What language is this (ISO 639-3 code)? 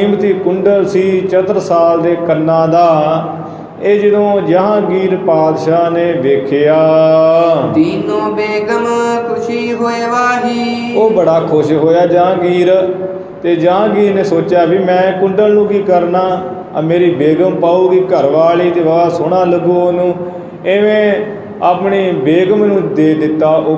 pan